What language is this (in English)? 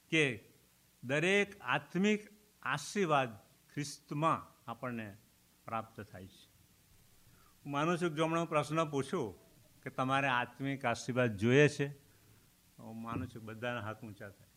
Gujarati